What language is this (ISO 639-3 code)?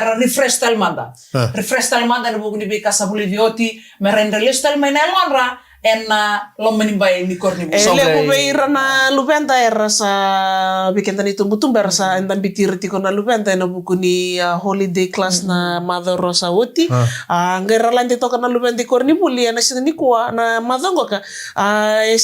fij